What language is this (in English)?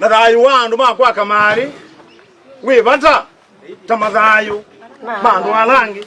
Kamba